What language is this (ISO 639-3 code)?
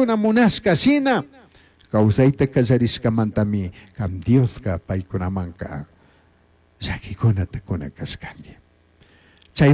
qug